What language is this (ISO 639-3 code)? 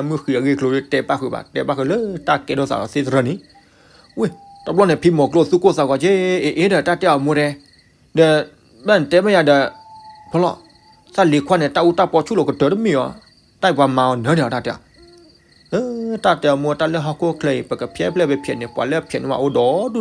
ksw